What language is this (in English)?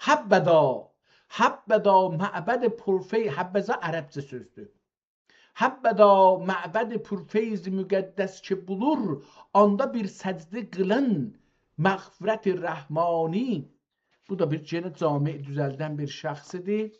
South Azerbaijani